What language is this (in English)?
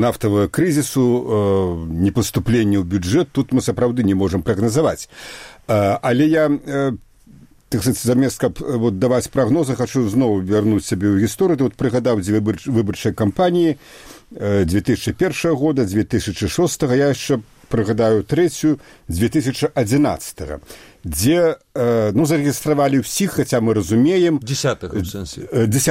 Belarusian